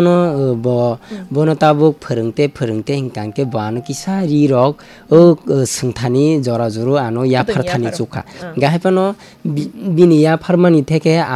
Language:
Kok Borok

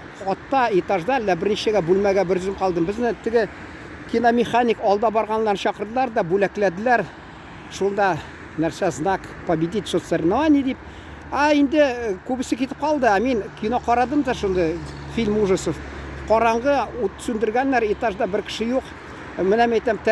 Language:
Tatar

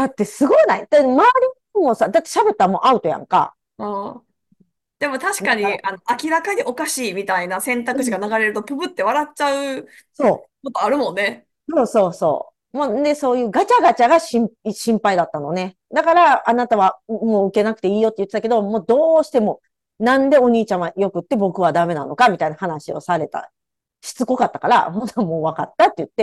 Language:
Japanese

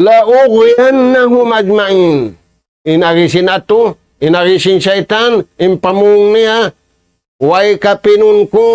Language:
Tausug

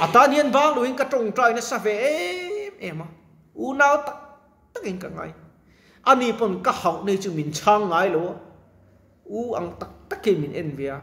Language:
Mizo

